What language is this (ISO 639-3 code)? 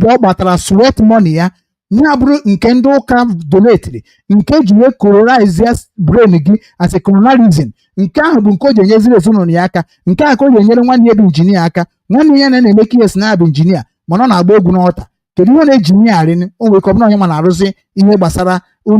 ibo